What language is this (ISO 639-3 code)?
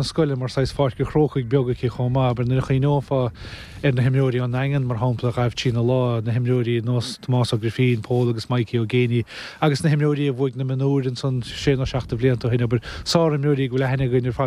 gle